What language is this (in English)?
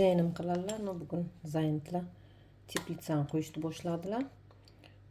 Uzbek